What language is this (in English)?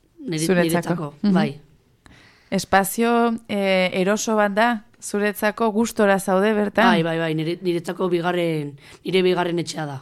Basque